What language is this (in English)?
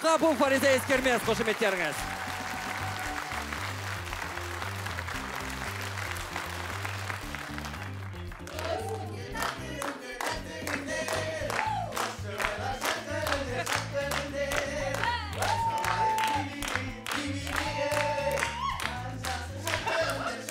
Kazakh